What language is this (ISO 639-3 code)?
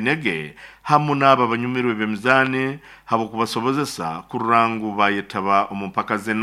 nyo